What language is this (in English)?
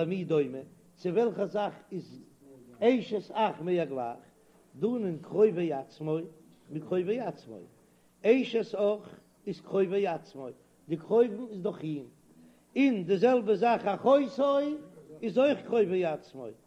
Yiddish